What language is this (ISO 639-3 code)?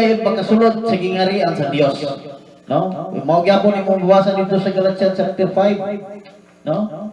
ceb